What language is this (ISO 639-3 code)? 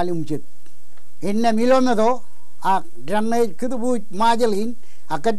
mah